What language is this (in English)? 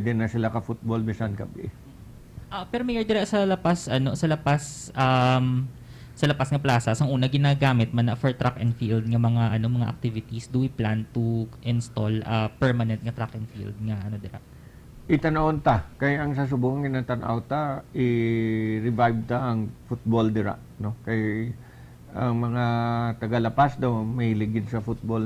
Hiligaynon